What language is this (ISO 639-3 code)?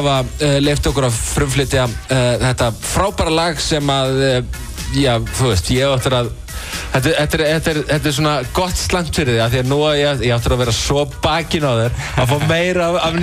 isl